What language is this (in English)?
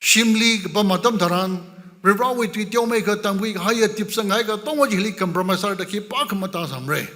Tangkhul Naga (India)